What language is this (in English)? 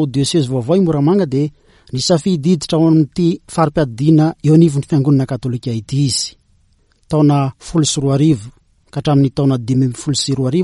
Malagasy